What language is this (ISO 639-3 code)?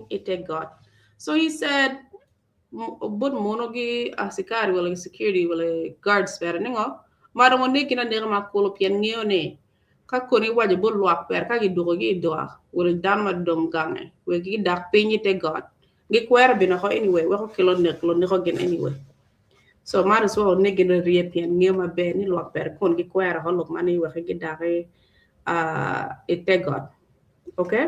ach